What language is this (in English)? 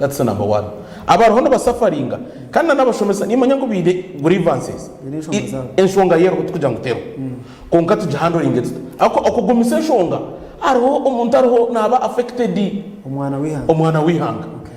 Nyankole